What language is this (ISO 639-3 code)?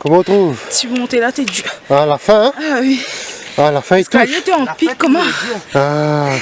rcf